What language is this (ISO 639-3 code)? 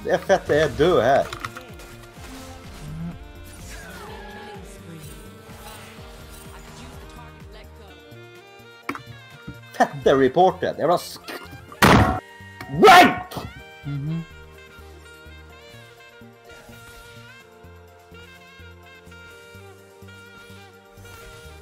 nor